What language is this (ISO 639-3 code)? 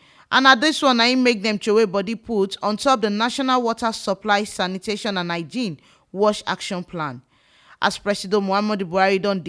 pcm